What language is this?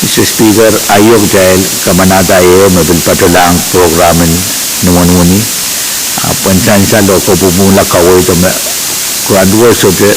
Pohnpeian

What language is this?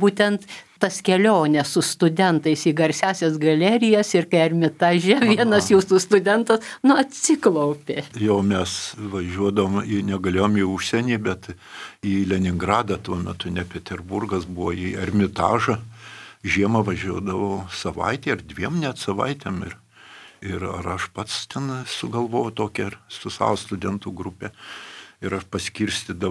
Lithuanian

